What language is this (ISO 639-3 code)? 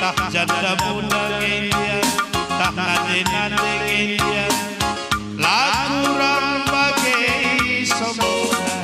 btx